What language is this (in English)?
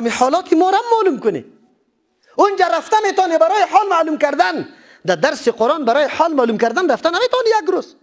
Persian